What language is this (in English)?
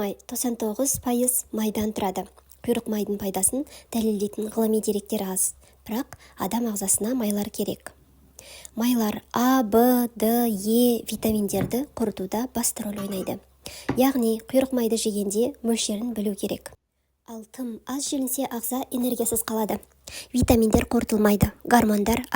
Kazakh